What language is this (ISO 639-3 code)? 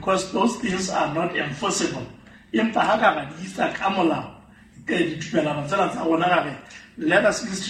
sot